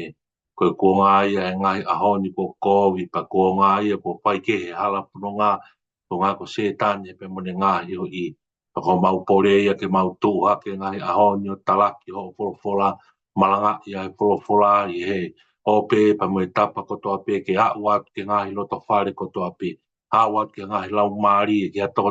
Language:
Tongan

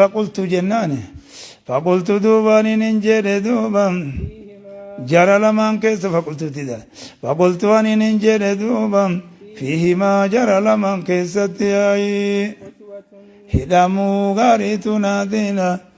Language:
Oromo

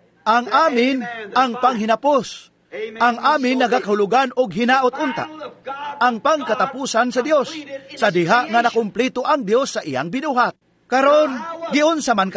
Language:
Cebuano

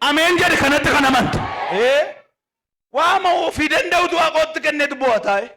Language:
Oromo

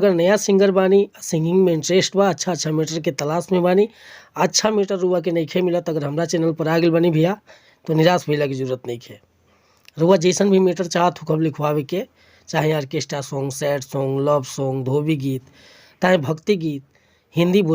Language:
Bhojpuri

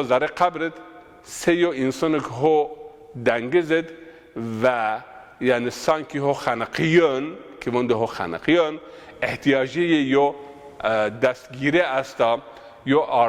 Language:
Zaza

